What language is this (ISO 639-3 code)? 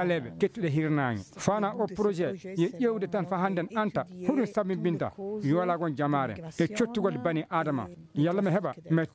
ful